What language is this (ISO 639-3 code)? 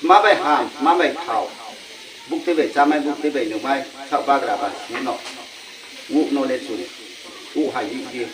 ria